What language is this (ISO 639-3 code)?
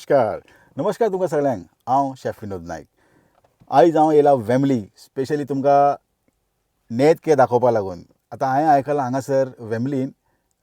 kok